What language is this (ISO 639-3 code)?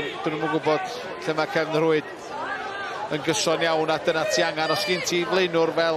cym